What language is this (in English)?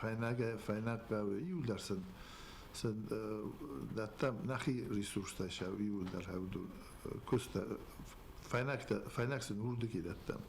Ossetic